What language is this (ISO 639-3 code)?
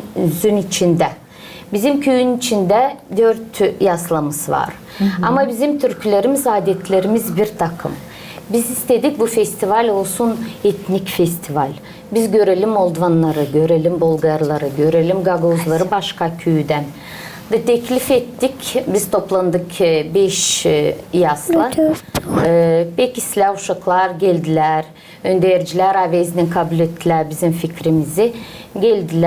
gag